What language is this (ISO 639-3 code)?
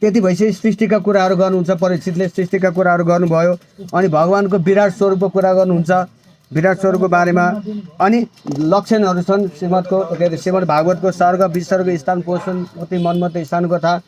nep